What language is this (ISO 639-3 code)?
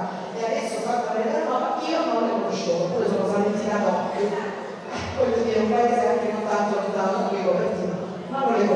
ita